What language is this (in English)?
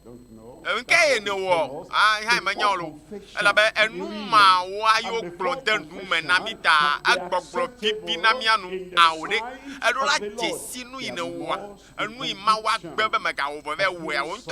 Ewe